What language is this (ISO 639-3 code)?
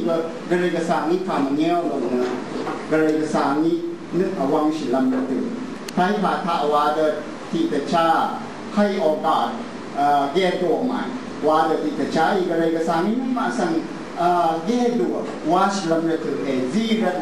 raw